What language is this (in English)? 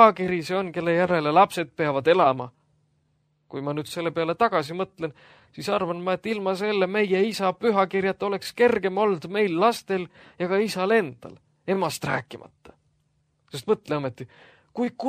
Estonian